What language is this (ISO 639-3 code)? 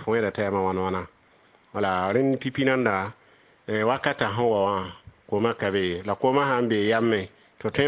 mos